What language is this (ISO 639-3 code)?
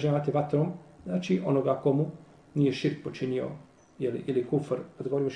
bos